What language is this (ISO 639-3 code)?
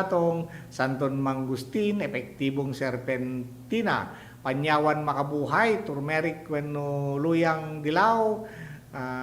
ilo